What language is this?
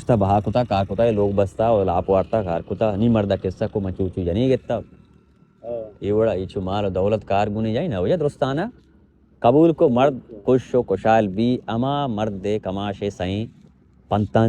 Baluchi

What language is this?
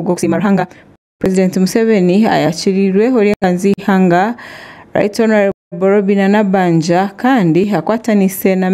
Nyankole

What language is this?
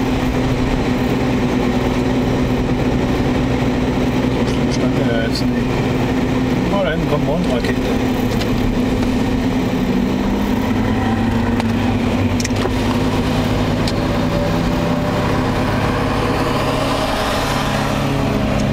German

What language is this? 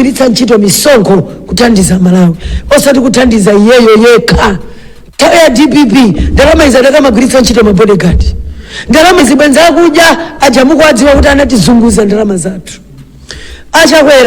Nyanja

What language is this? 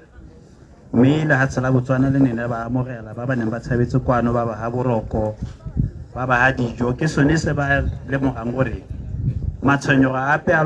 Tswana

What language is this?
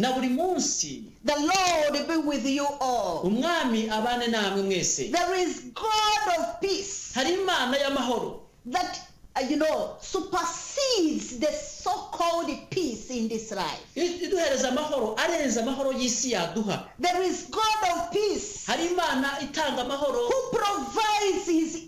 Kinyarwanda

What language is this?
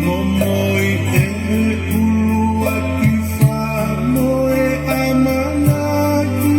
Tongan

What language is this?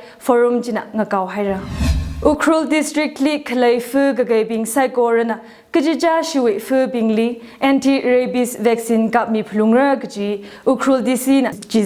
Tangkhul Naga (India)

